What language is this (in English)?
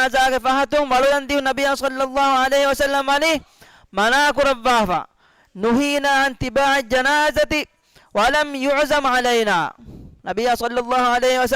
Divehi